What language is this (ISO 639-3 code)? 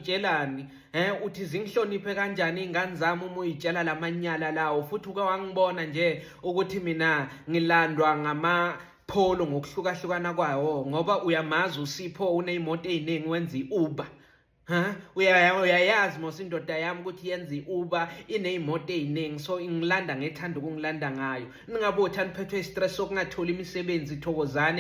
zul